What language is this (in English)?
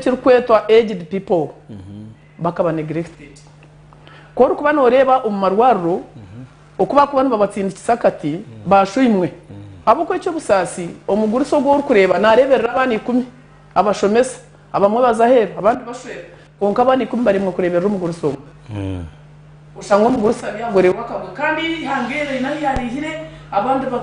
Nyankole